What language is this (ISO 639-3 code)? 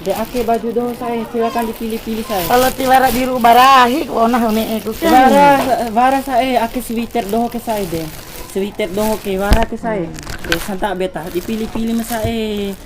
bhp